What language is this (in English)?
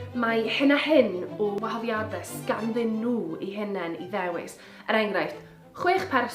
Welsh